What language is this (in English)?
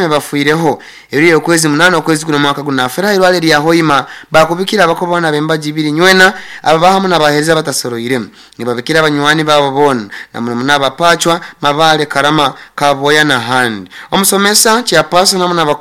Nyoro